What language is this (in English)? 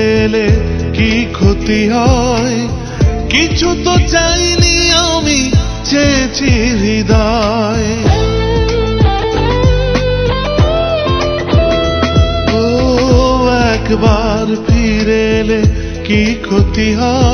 Bangla